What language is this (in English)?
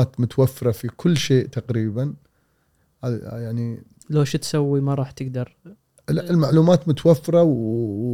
Gulf Arabic